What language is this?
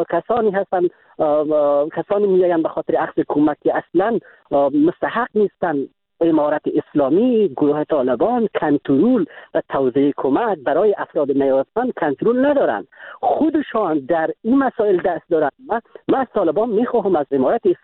Persian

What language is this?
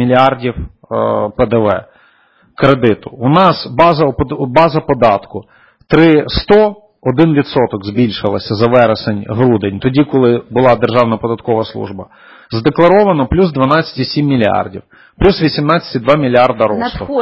Ukrainian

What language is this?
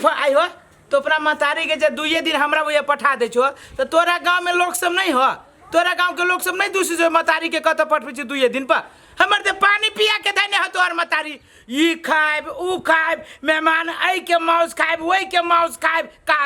Maithili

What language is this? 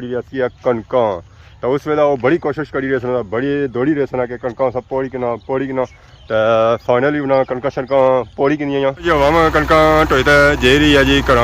Pahari-Potwari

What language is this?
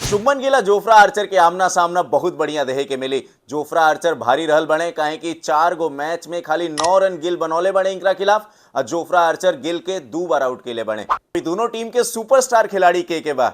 Bhojpuri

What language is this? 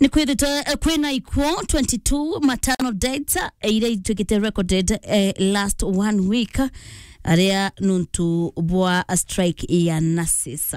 Meru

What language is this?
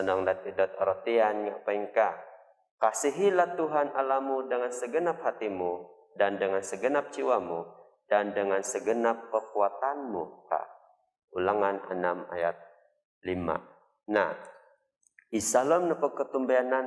Central Dusun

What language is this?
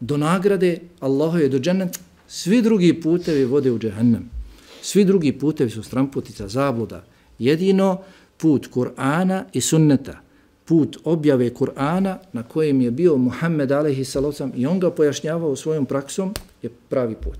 Bosnian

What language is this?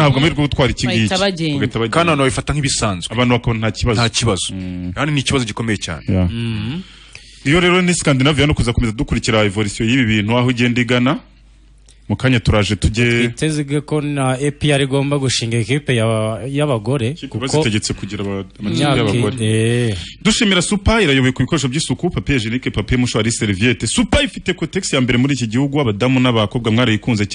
Kinyarwanda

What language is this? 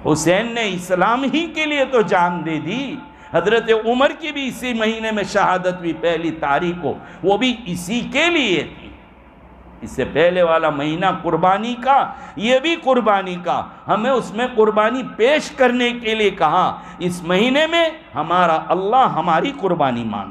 Urdu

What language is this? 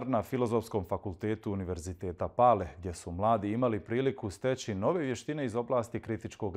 Bosnian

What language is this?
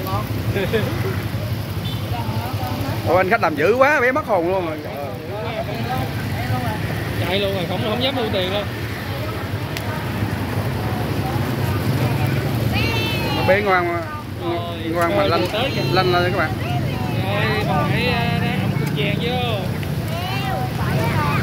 Vietnamese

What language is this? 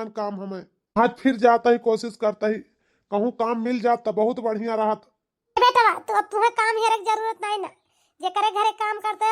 Awadhi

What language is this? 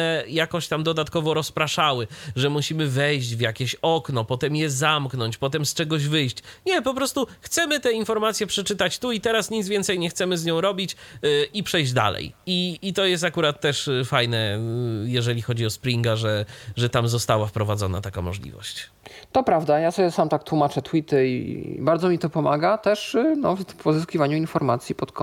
Polish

